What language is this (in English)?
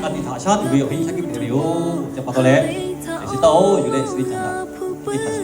Lahu